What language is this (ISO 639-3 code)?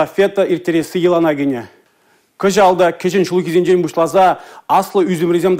chv